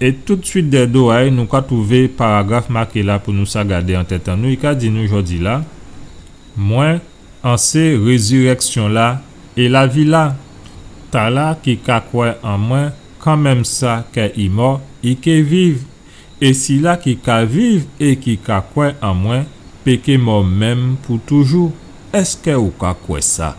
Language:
Guadeloupean Creole French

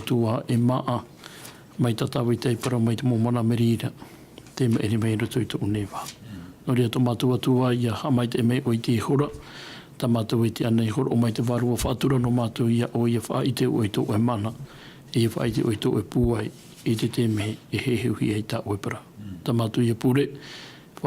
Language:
Tahitian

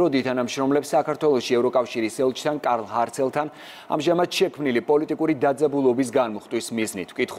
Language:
Georgian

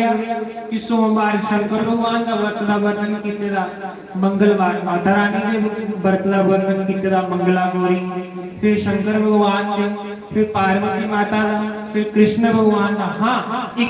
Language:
Dogri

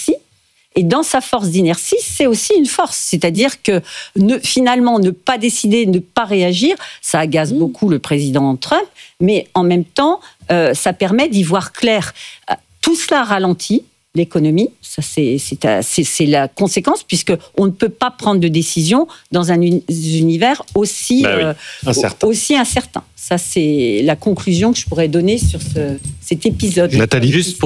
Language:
French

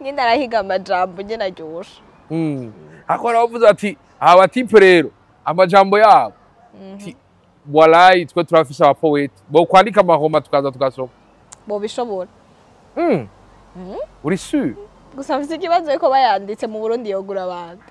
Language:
Rundi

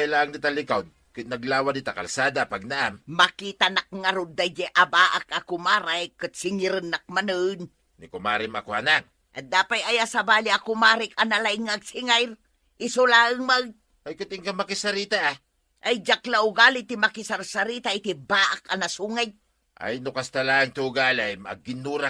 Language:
Iloko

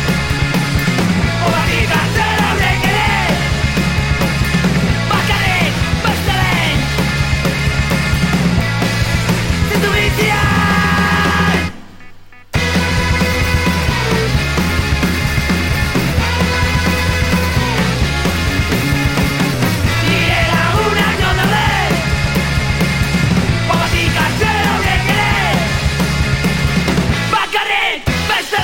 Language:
Basque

